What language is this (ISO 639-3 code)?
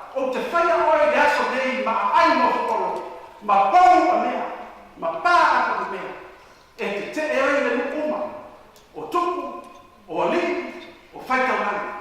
smo